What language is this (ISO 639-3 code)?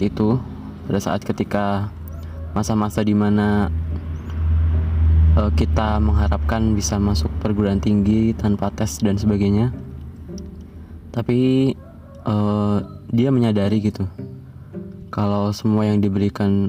ind